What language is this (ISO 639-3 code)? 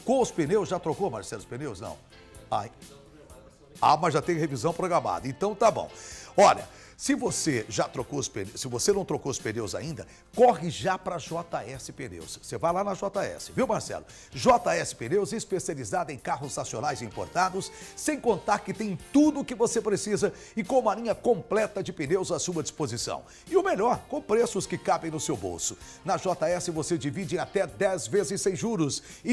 por